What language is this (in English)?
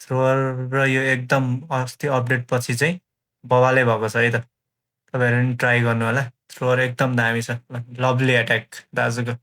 Nepali